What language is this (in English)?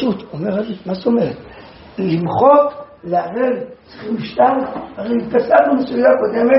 Hebrew